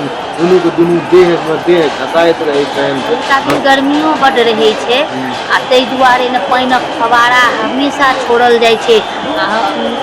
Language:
Maithili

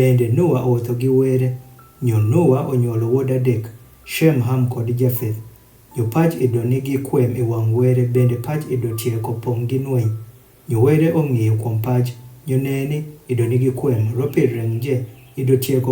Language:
Adhola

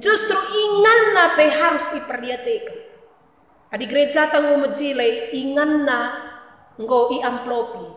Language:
Batak Karo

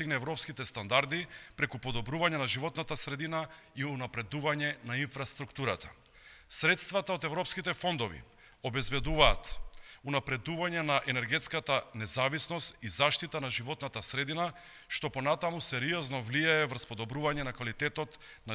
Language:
Macedonian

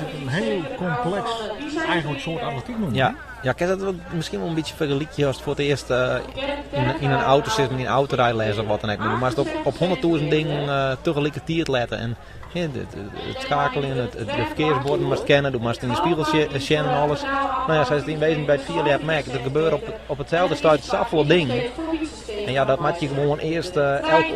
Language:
Western Frisian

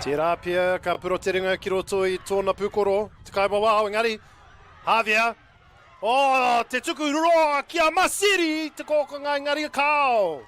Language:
Māori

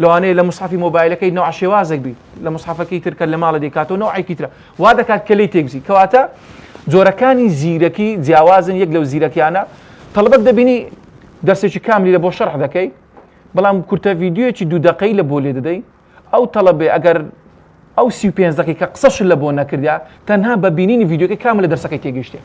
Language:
Central Kurdish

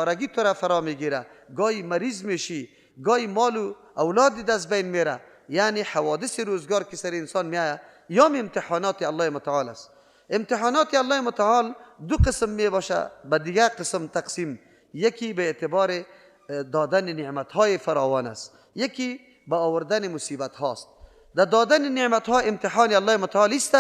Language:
Persian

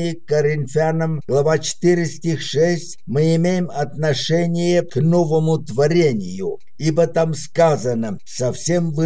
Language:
Russian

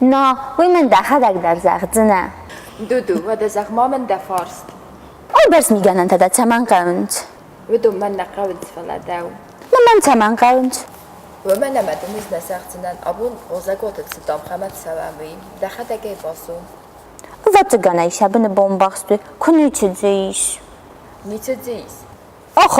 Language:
Ossetic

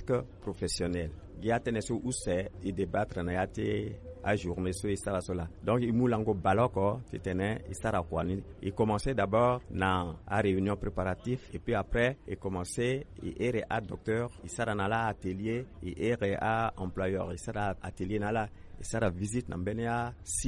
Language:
Sango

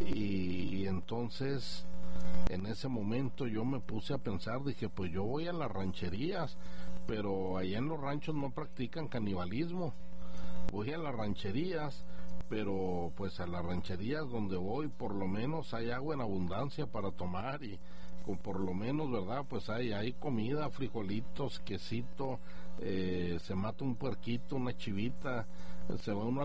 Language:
Spanish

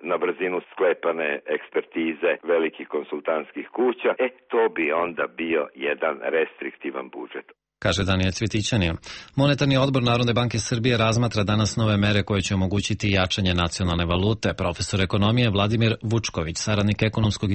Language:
Serbian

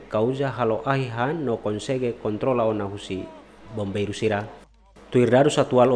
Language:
Tetum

